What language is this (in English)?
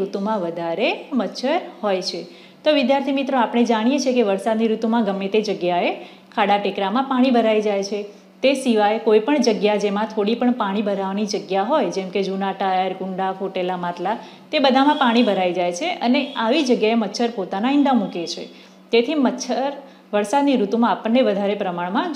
Gujarati